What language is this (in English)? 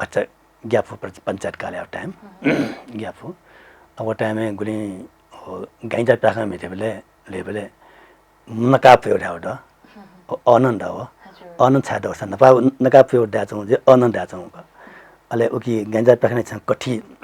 Newari